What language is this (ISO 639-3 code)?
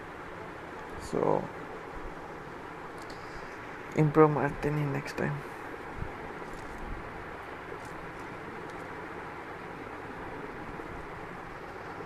kan